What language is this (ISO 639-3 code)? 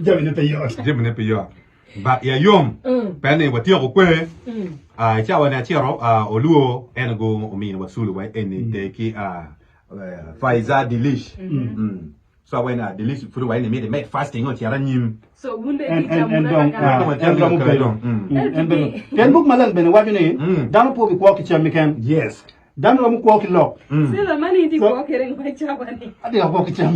ach